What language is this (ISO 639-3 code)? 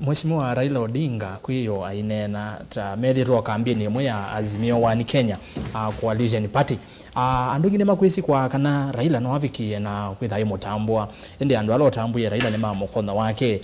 kam